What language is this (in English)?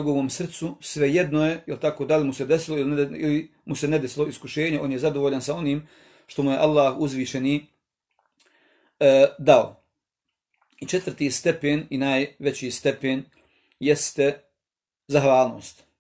Bosnian